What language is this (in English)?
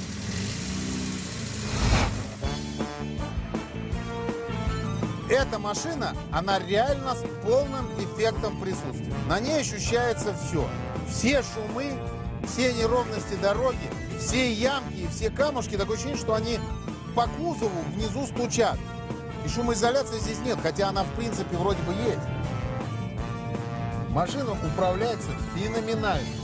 Russian